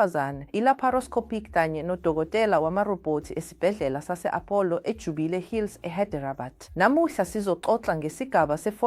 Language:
Zulu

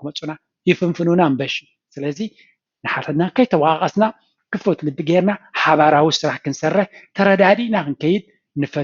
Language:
Tigrinya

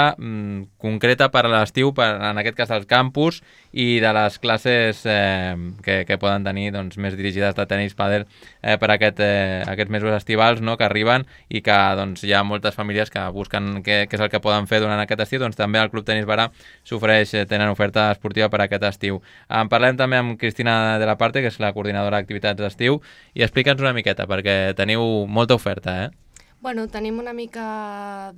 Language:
Catalan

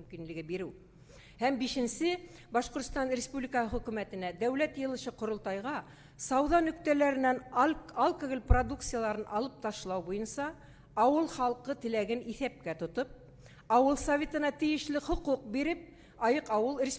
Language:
Bashkir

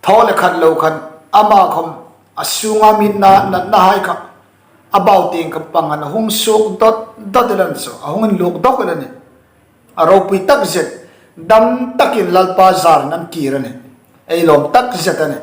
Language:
Hmar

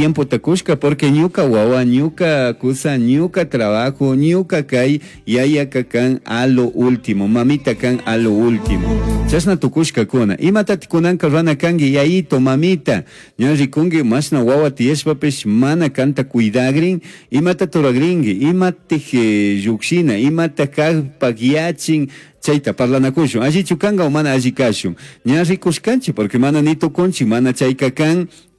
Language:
Chimborazo Highland Quichua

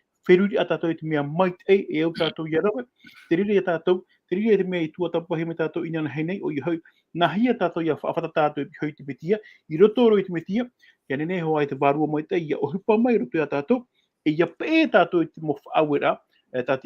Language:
Tahitian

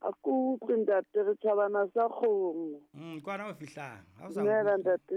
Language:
Southern Sotho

